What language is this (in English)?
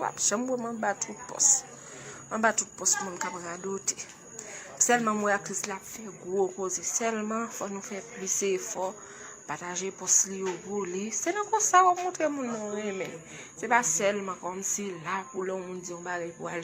Haitian Creole